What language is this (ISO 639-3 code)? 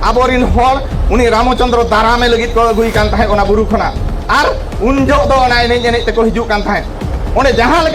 sat